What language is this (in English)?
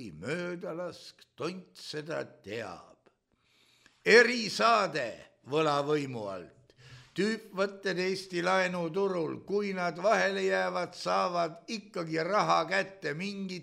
Estonian